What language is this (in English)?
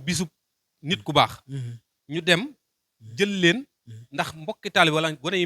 Wolof